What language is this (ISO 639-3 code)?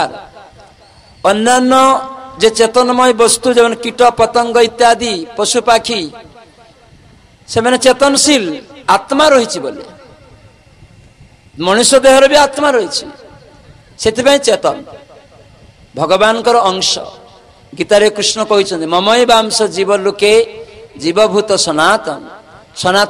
ori